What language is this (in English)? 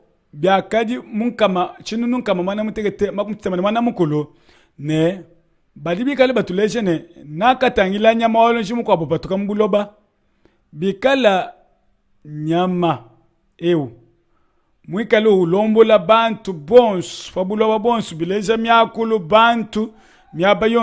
Luba-Lulua